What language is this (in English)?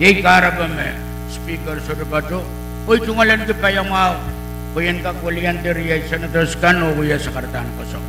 Pohnpeian